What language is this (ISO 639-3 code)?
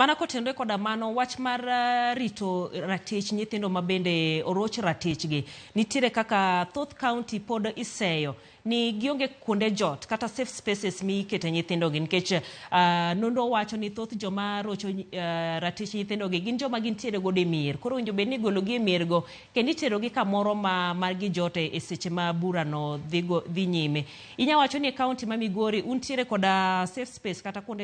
luo